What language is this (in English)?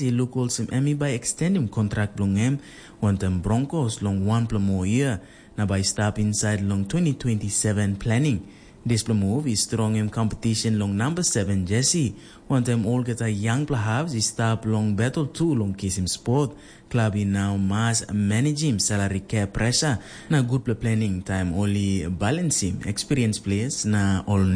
Tok Pisin